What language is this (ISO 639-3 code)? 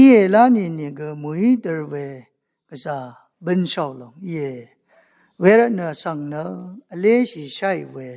raw